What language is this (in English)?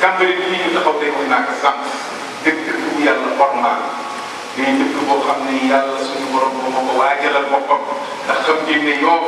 Wolof